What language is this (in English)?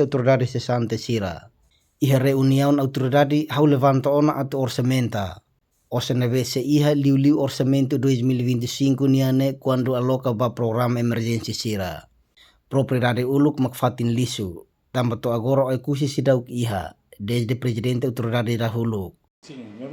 Tetum